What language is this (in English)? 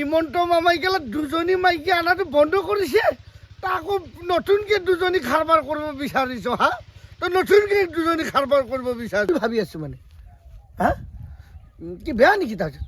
Assamese